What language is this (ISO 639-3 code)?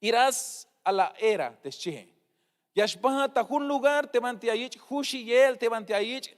tzh